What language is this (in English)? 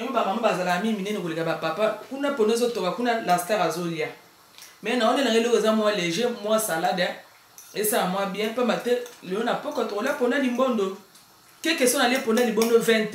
Lingala